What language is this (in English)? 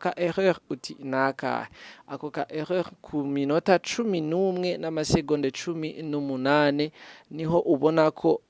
Rundi